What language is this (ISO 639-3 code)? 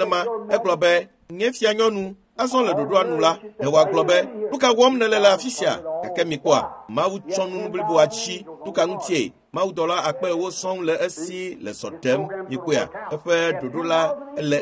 ewe